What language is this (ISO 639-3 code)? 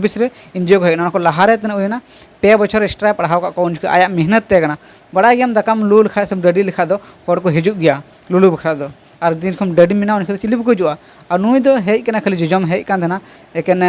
sat